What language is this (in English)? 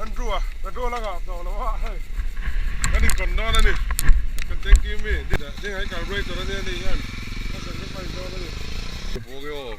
Mizo